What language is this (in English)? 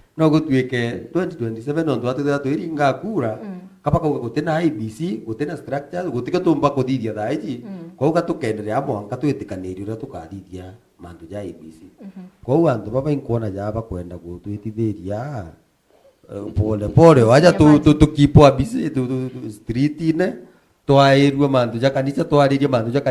Meru